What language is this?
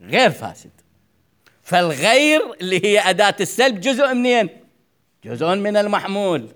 Mesopotamian Arabic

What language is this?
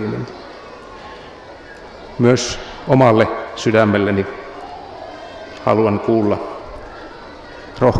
Finnish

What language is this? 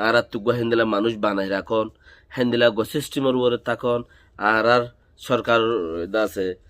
Rohingya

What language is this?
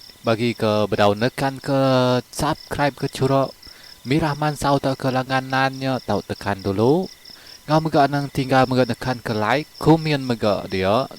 Iban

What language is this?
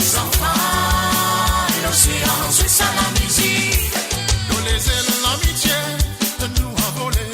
Morisyen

